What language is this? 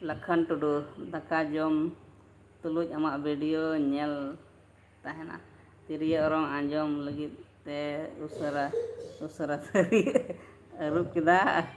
Santali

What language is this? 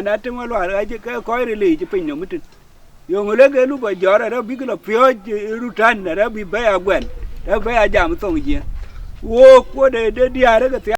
Dinka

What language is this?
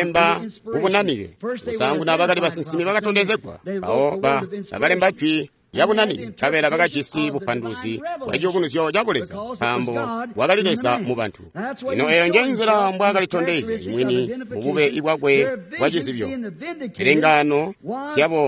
Tonga (Zambia)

